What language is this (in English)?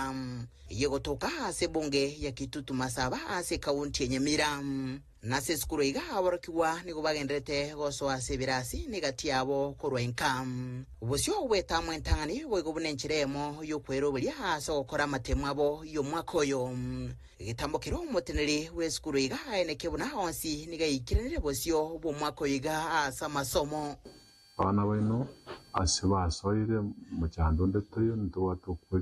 Gusii